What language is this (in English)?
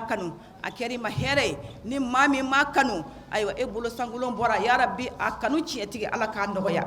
Bambara